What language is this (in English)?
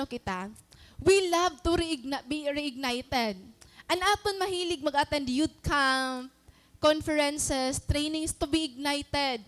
Waray